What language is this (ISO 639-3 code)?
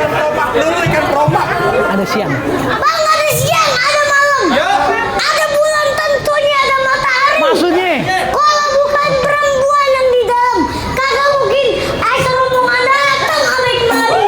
bew